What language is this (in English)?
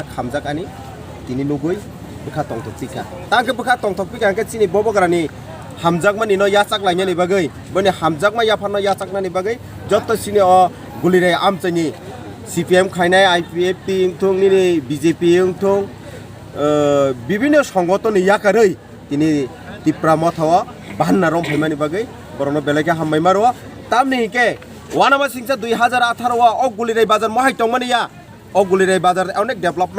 Kok Borok